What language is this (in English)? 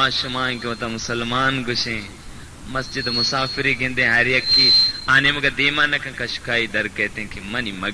Baluchi